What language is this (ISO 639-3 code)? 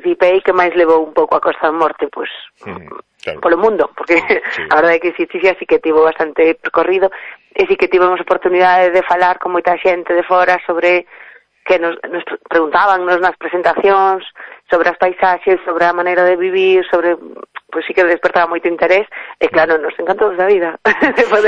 glg